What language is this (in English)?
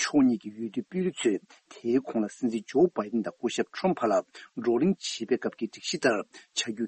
Tibetan